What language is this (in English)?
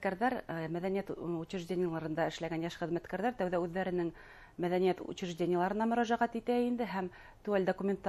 Bashkir